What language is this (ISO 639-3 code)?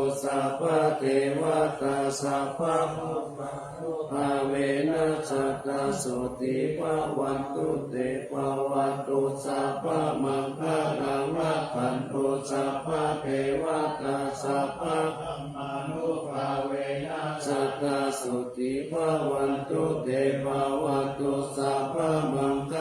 pli